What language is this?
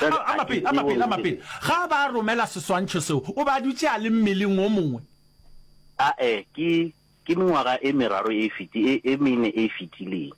Northern Sotho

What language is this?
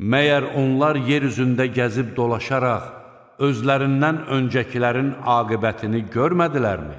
Azerbaijani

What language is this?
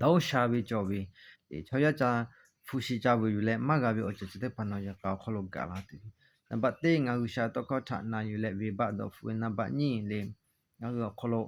Lahu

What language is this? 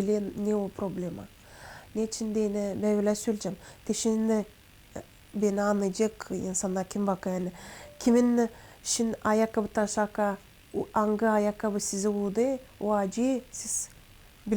Gagauz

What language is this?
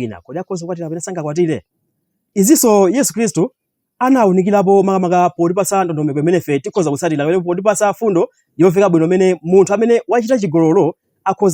Nyanja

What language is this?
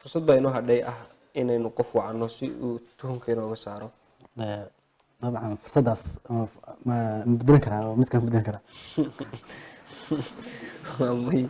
Somali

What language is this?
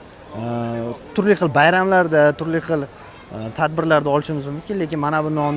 Uzbek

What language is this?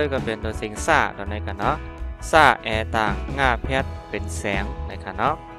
Shan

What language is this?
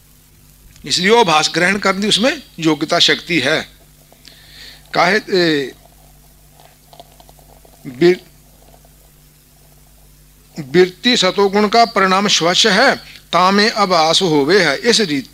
Punjabi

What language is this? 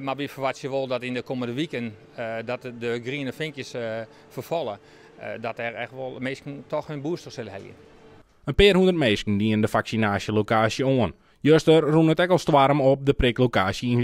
Western Frisian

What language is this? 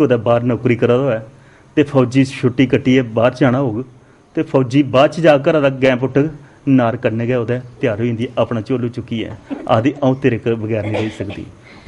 Dogri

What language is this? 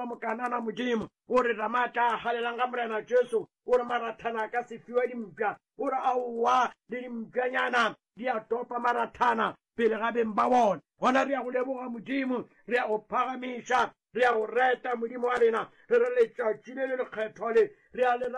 Northern Sotho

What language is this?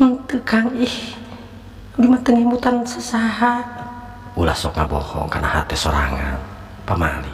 Sundanese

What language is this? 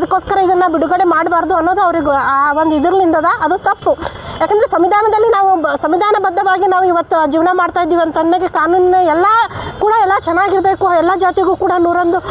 Kannada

